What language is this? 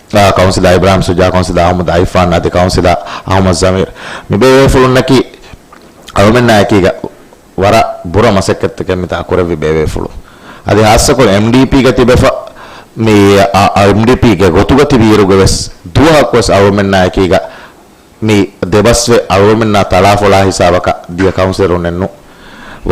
Divehi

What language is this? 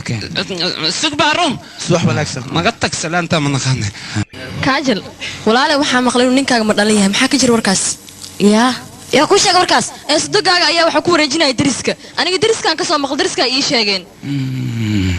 Somali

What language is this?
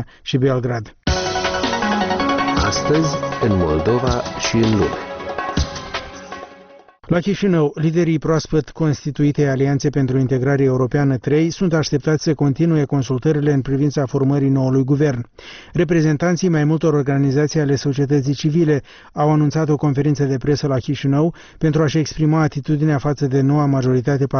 Romanian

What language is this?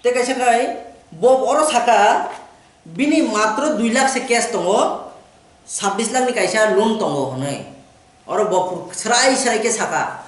Kok Borok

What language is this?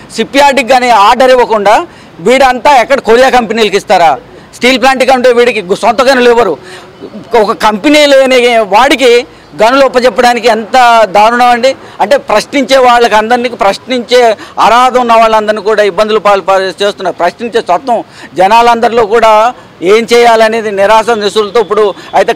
Telugu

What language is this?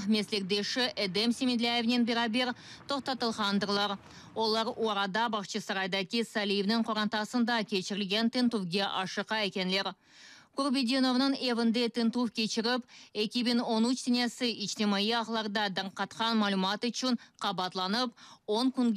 Crimean Tatar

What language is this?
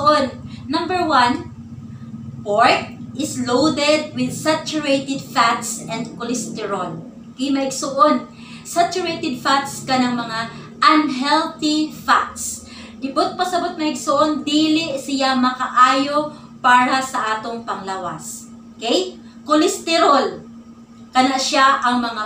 Cebuano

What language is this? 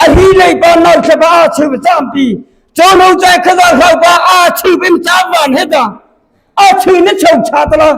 Mara Chin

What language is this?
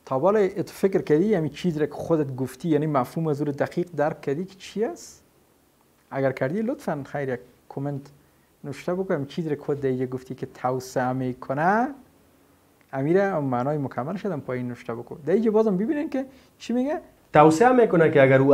Persian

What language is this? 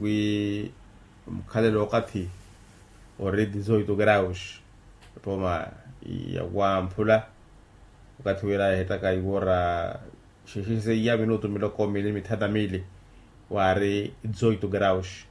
Makhuwa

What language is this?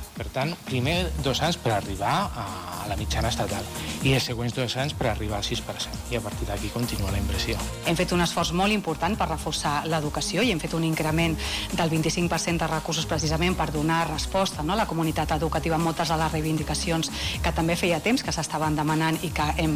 Catalan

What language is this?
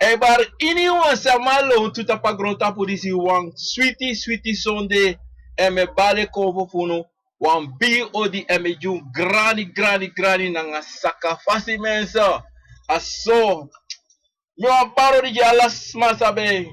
Sranan Tongo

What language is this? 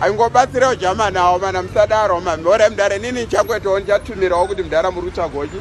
Shona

